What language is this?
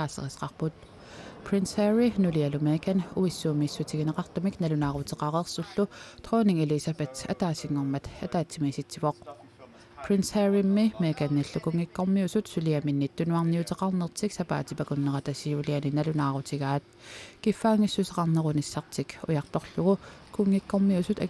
Kalaallisut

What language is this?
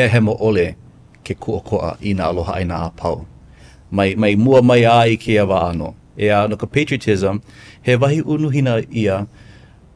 Hawaiian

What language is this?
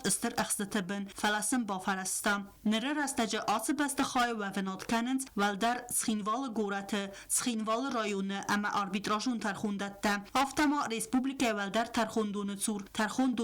Ossetic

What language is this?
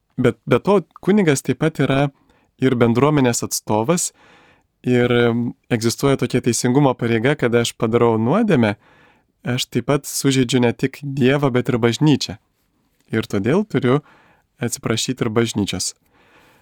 Lithuanian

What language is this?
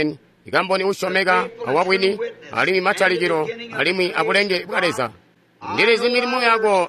Tonga (Zambia)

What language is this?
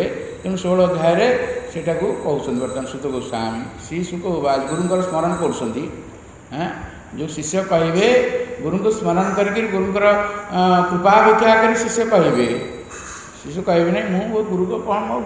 Odia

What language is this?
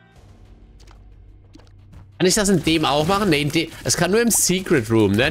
German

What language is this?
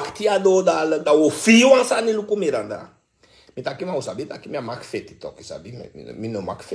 Sranan Tongo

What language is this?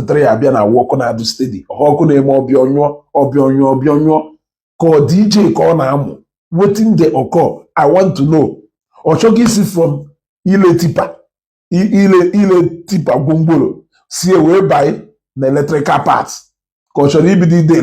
Igbo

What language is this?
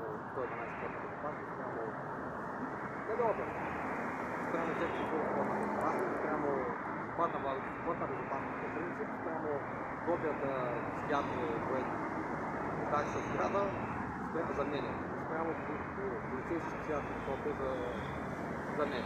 Bulgarian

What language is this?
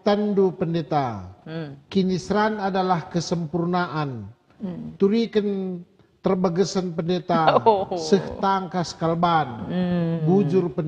Batak Karo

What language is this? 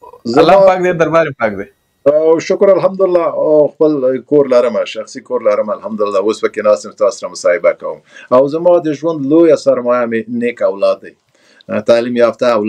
Pashto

